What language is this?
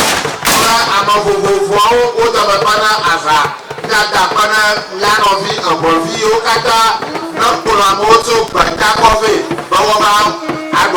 Ewe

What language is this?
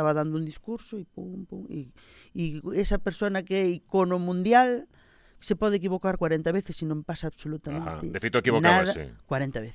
Galician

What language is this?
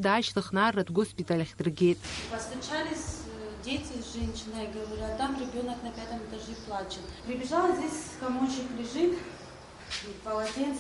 Abkhazian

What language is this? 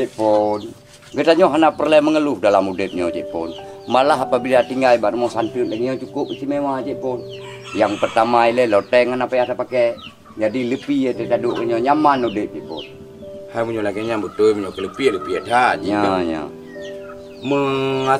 Achinese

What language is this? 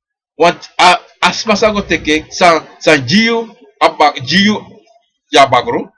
Sranan Tongo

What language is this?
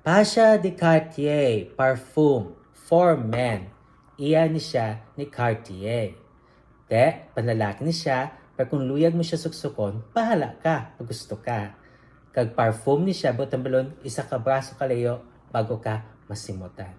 Hiligaynon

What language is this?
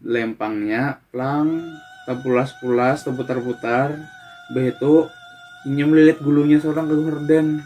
Banjar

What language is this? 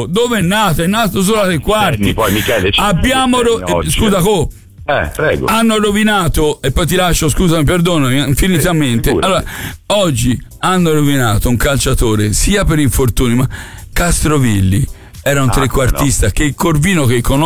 Italian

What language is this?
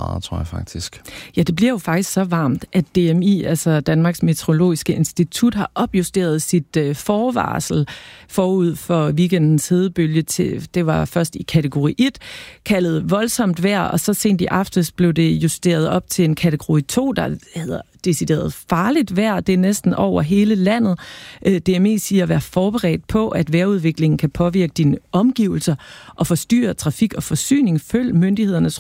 Danish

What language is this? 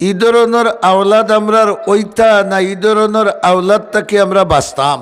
Sylheti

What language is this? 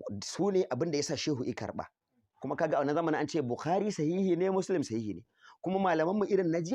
Hausa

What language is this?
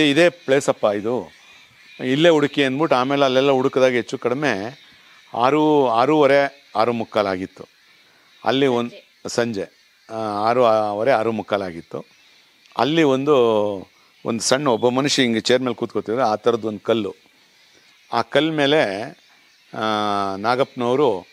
Kannada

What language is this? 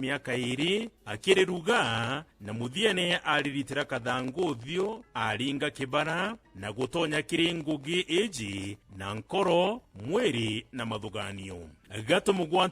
Meru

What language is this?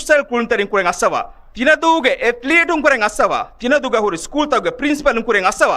Divehi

